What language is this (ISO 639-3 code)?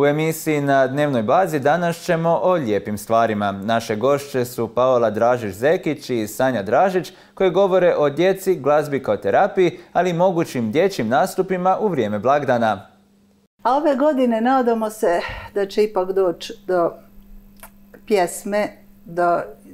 hrv